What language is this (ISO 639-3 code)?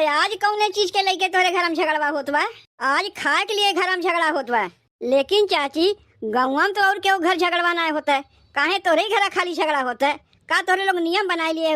awa